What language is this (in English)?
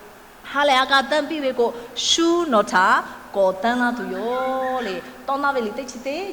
Lahu